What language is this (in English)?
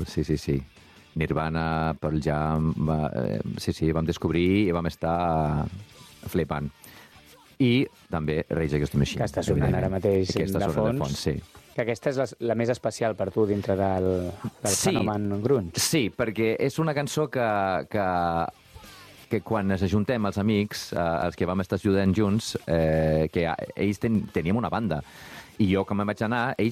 Catalan